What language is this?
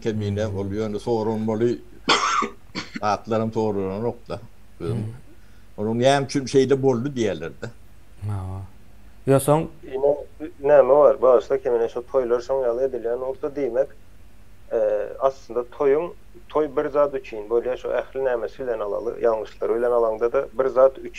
Turkmen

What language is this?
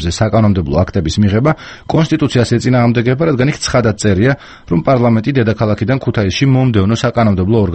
Georgian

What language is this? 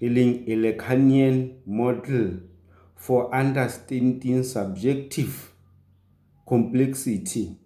Southern Sotho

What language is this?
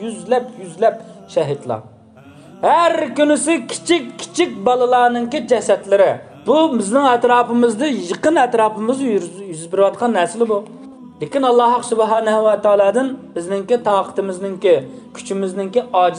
Uyghur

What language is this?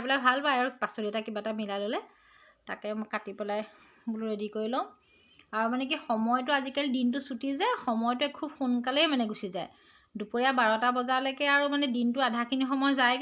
Assamese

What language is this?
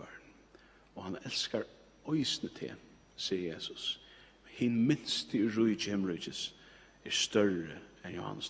Faroese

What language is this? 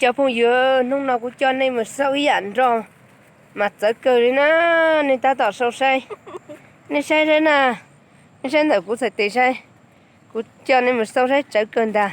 Hmong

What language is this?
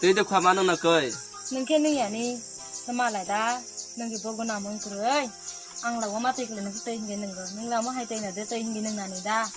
Kok Borok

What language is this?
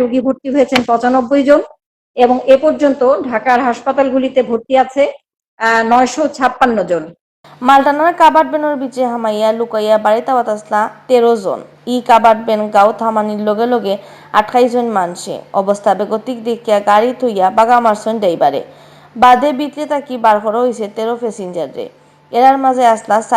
Sylheti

